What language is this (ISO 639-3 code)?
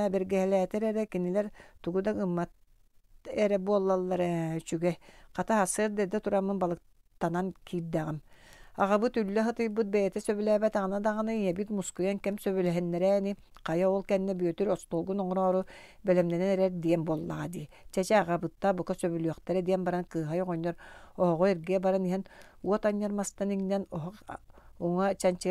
sah